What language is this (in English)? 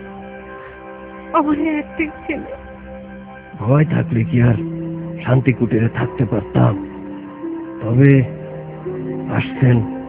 Bangla